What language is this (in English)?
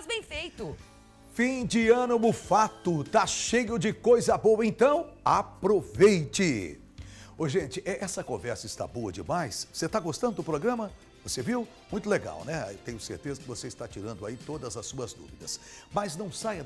Portuguese